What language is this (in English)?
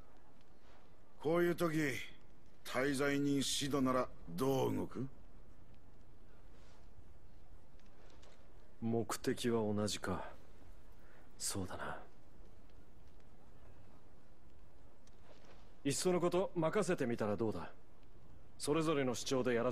Japanese